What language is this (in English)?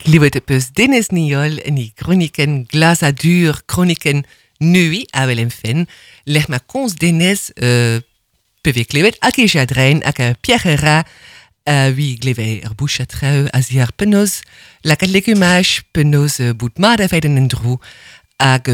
Breton